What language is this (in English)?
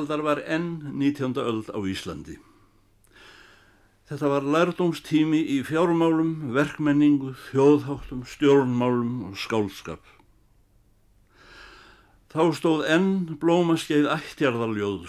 Icelandic